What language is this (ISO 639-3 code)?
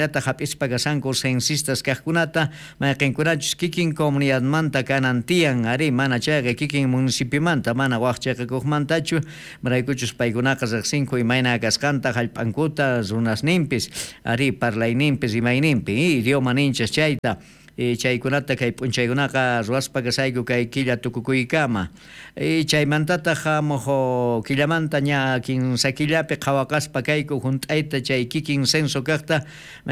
quh